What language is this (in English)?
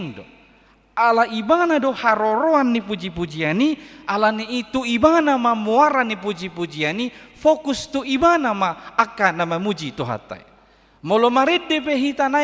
Batak Toba